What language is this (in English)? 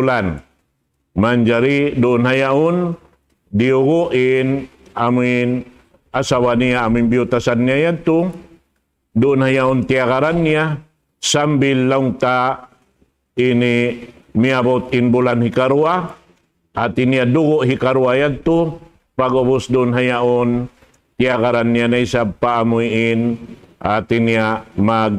Tausug